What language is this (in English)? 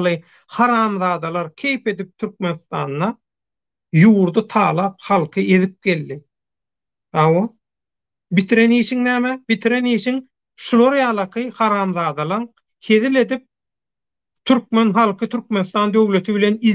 Turkmen